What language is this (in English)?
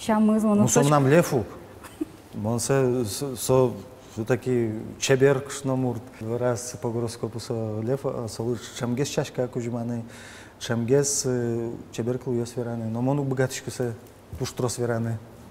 Udmurt